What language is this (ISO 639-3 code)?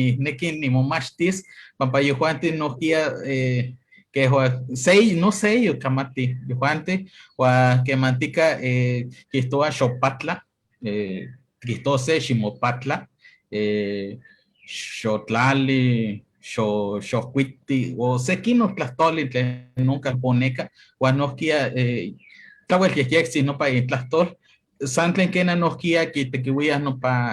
nhe